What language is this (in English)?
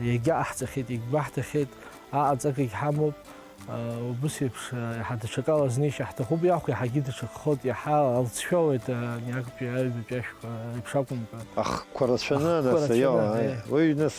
Abkhazian